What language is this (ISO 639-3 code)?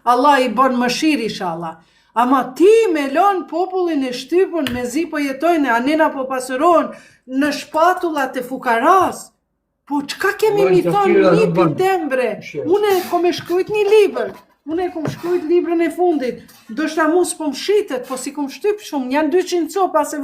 sqi